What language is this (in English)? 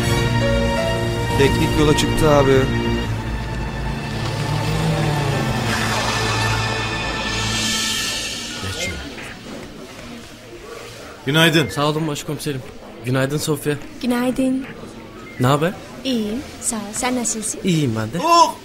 Turkish